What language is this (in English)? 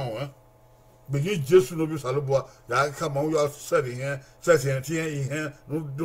Bini